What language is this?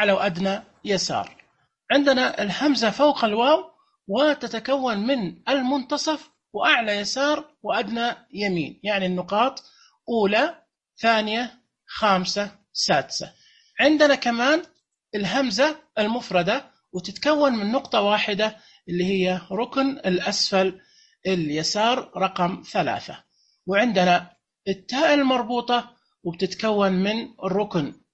Najdi Arabic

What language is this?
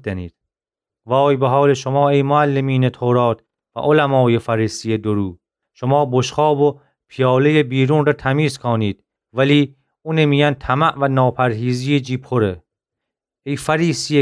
Gilaki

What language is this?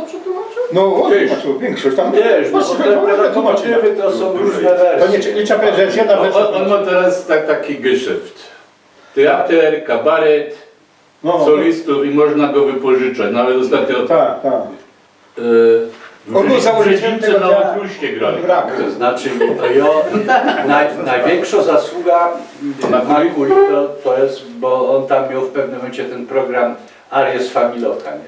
Silesian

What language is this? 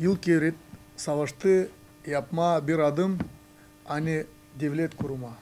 Gagauz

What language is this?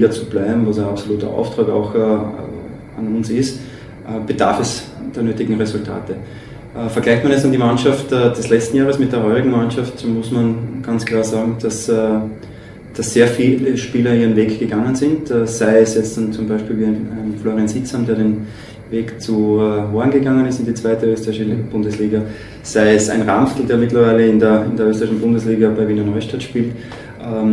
German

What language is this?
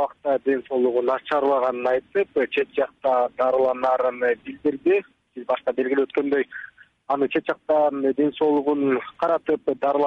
Kyrgyz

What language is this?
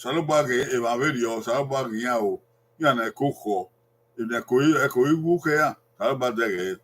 Bini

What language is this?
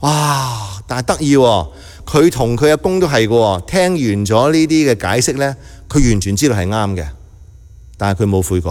Cantonese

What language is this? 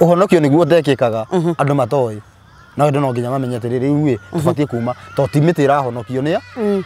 Kikuyu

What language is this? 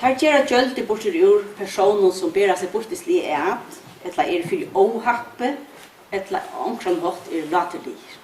Faroese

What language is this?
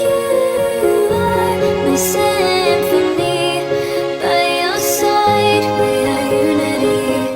Xavánte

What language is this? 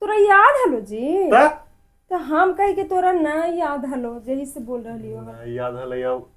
Magahi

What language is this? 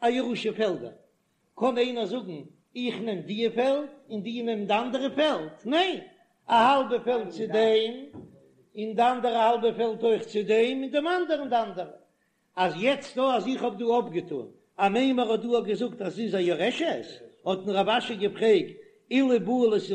Yiddish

